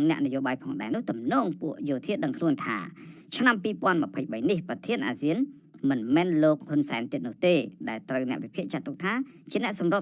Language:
Khmer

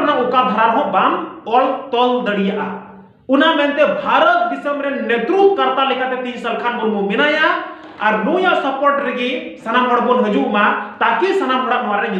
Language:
Santali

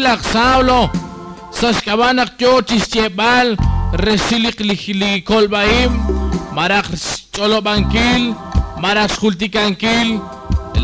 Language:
Kekchí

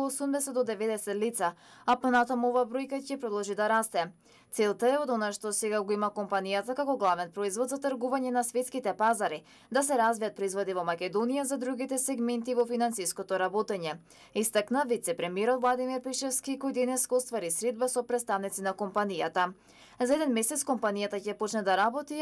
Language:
Macedonian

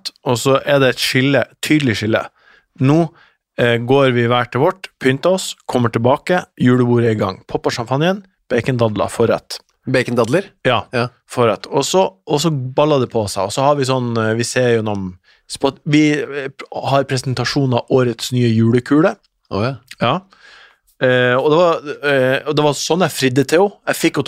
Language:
Norwegian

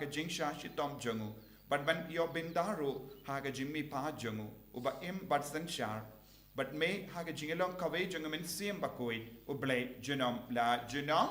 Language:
Khasi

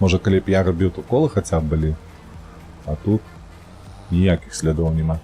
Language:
Belarusian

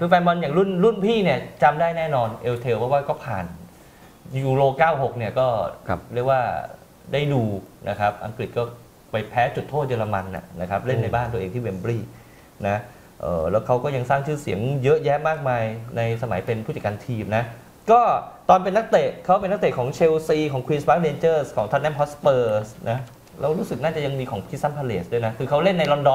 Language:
Thai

